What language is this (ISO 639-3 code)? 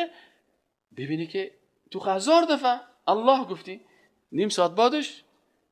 fas